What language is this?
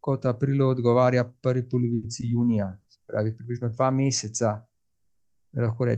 Slovenian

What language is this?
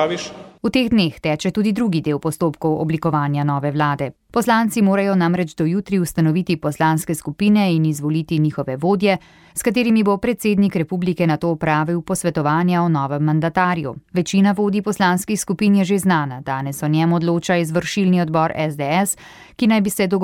Slovenian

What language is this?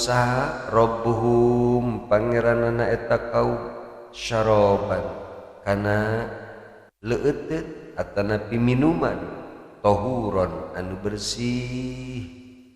Sundanese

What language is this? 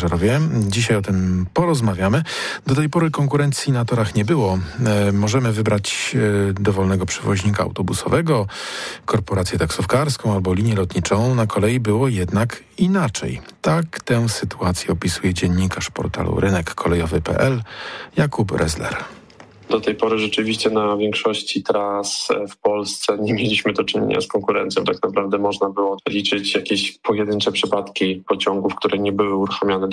Polish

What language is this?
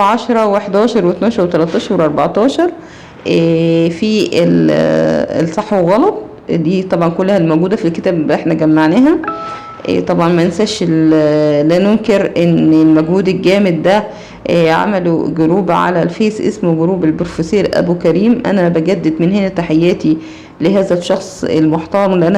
Egyptian Arabic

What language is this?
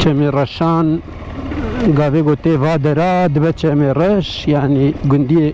Kurdish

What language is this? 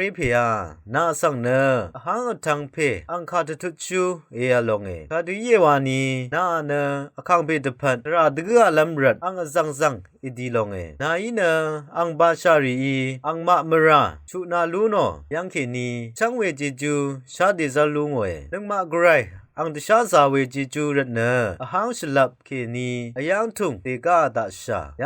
Rawang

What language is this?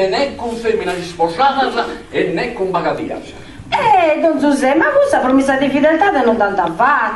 Sardinian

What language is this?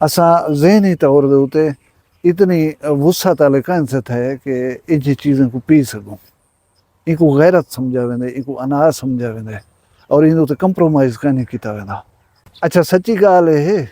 Saraiki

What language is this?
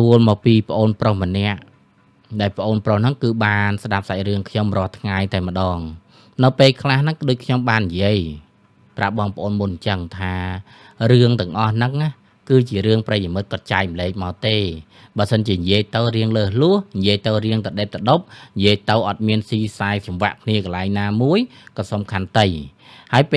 Khmer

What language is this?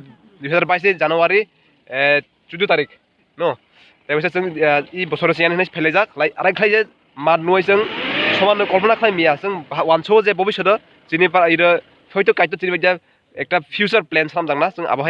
Kok Borok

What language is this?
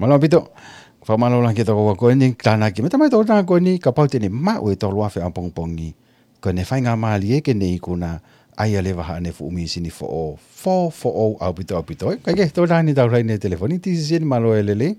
Tongan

